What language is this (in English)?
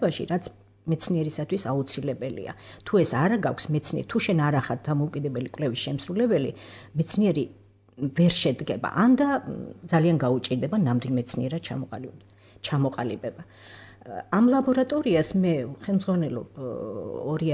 Georgian